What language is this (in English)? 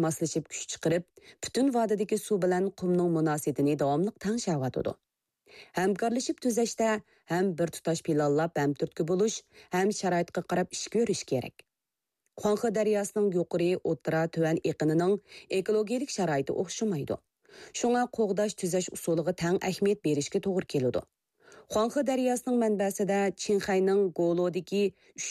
Uyghur